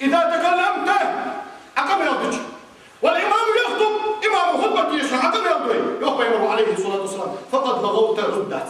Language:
Ingush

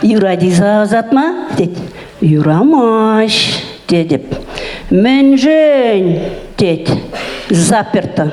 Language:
Chuvash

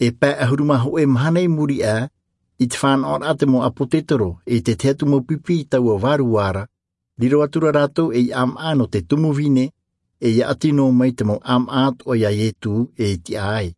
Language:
Tahitian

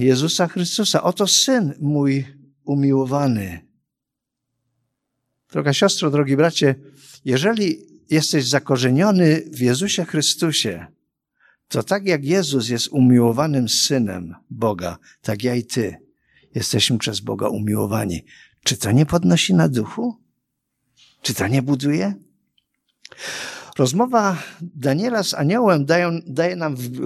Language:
Polish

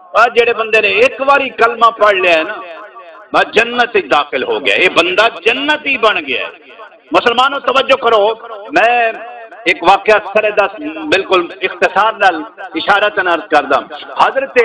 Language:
Saraiki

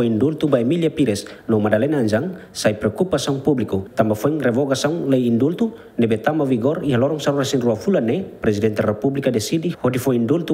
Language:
Tetum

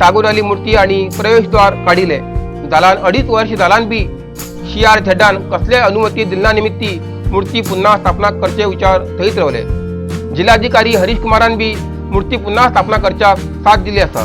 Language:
Konkani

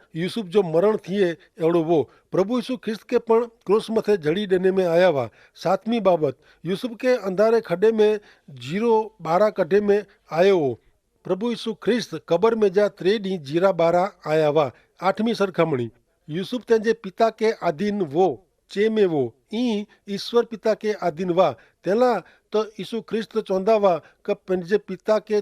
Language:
Kachhi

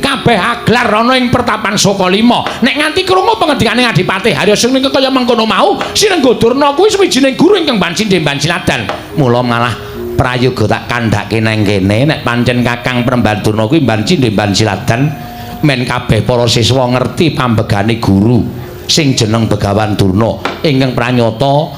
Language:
Javanese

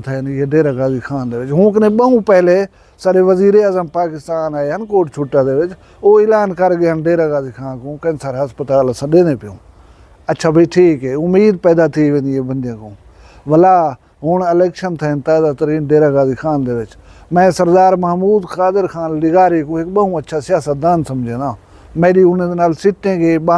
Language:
Saraiki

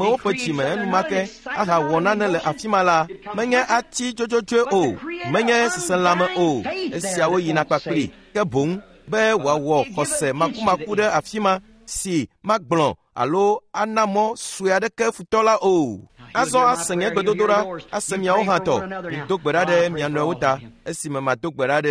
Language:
Ewe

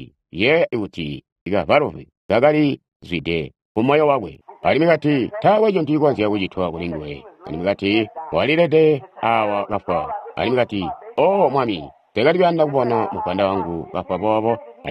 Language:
Tonga (Zambia)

